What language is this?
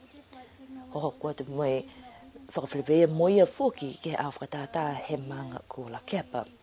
Niuean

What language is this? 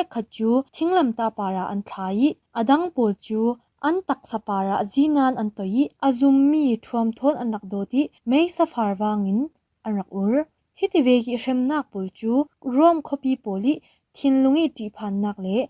Falam Chin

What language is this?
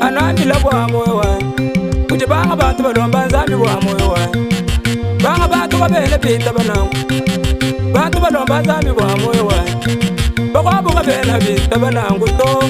Luba-Lulua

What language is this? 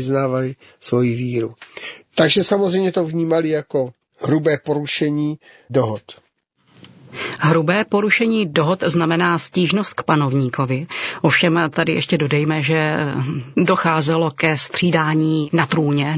Czech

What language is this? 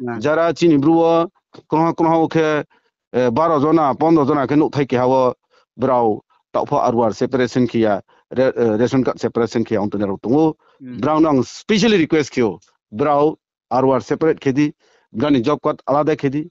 Riang (India)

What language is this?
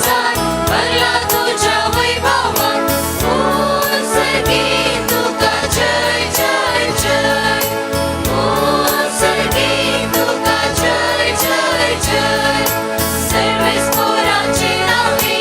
Konkani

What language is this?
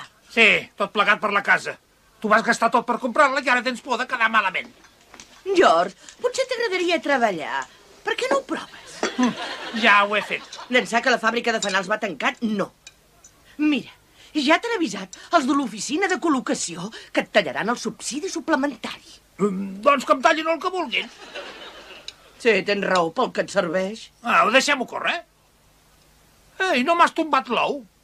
Catalan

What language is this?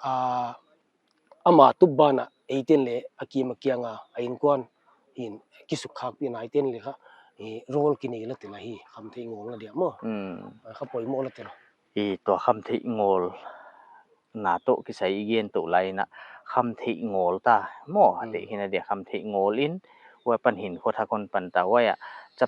Paite Chin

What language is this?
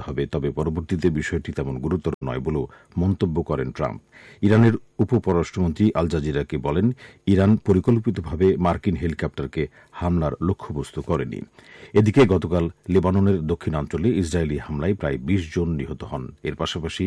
Bangla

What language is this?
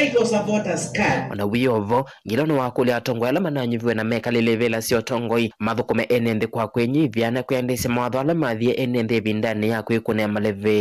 Kamba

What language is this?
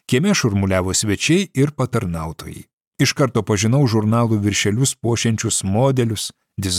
Lithuanian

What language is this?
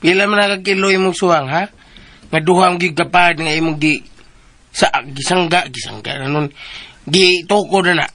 Cebuano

